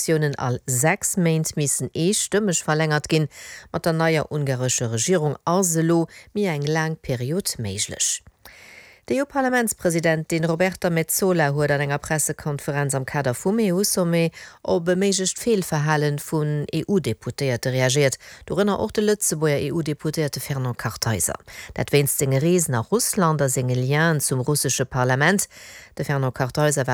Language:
Luxembourgish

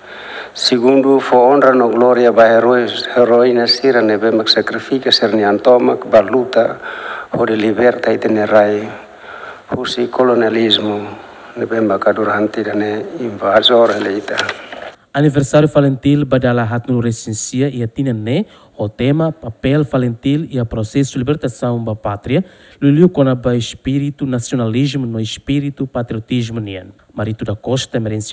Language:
Tetum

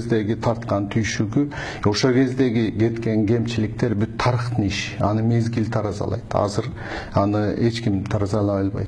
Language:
Kyrgyz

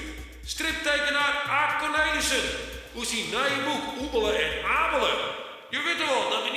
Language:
Western Frisian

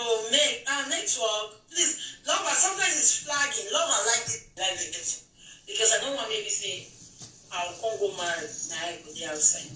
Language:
Nigerian Pidgin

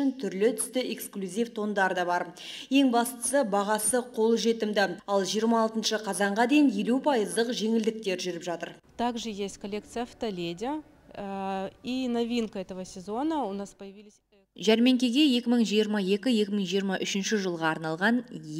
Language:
Kazakh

